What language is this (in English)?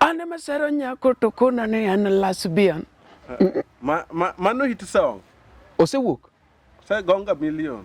Luo (Kenya and Tanzania)